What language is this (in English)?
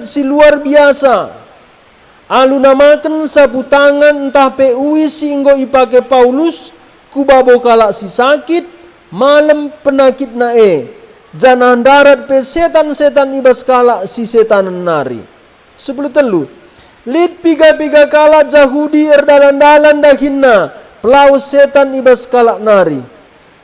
Batak Karo